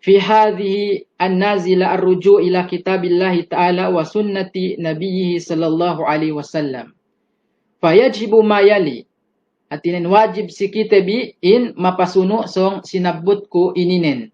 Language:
Yakan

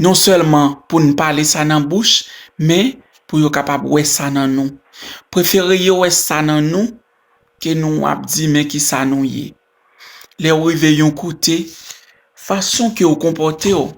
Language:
Haitian Creole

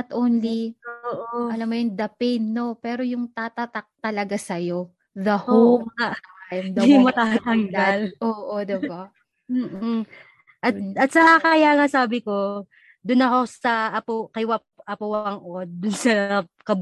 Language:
Filipino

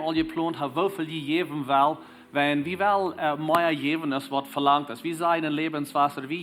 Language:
Plautdietsch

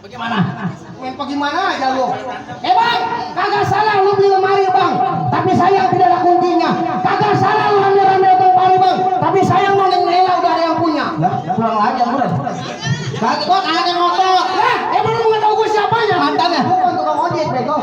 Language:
Betawi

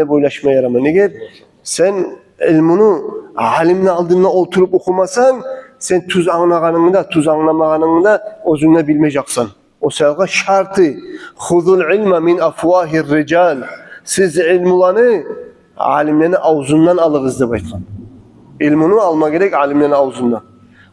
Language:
Kumyk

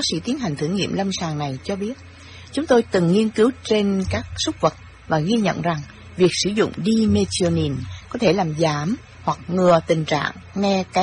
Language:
Vietnamese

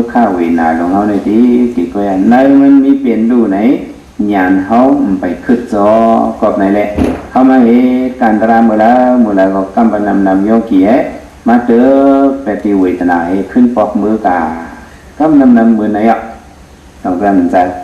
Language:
Shan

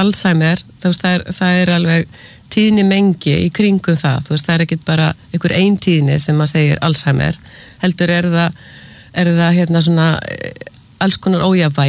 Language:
Icelandic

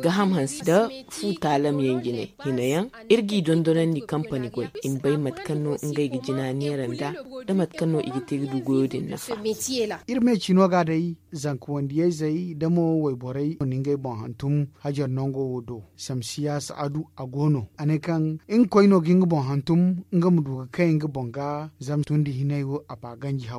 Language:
Zarma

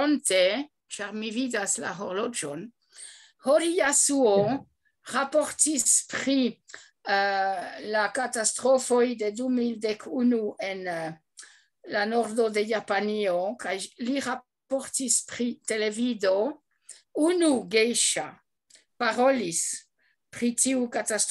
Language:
Esperanto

